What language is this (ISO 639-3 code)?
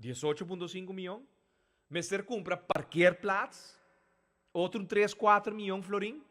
pap